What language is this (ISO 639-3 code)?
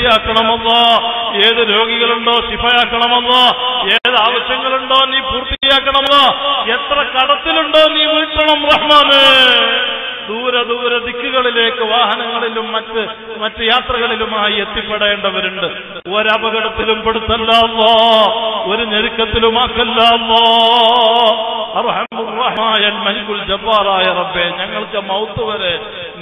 mal